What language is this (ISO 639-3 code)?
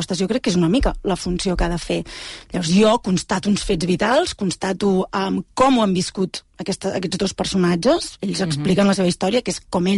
cat